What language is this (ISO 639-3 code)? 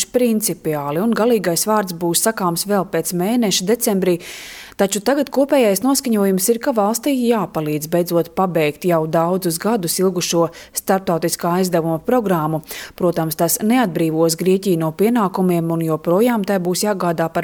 lav